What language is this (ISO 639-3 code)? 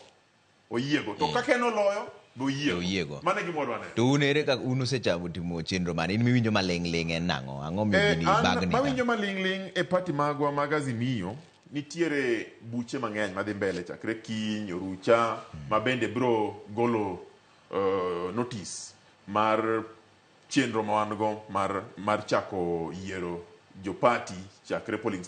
luo